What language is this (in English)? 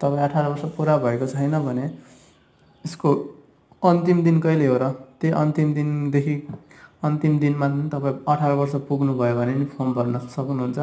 Nepali